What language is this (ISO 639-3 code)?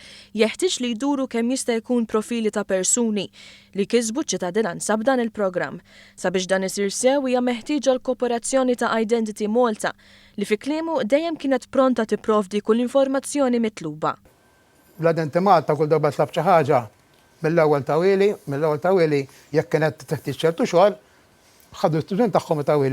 mlt